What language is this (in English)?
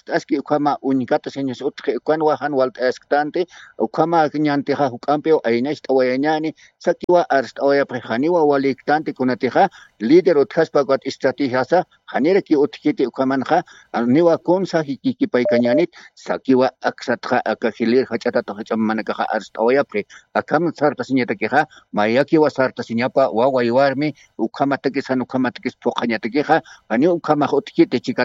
Aymara